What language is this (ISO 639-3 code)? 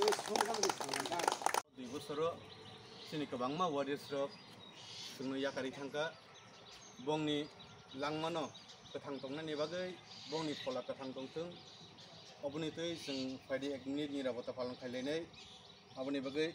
trp